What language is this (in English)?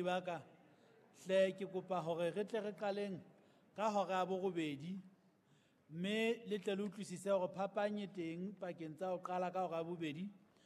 Southern Sotho